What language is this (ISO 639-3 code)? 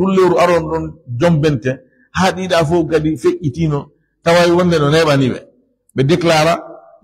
ful